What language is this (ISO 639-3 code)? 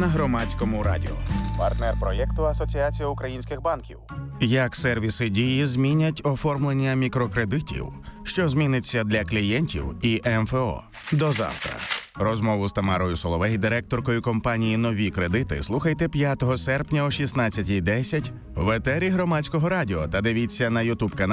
ukr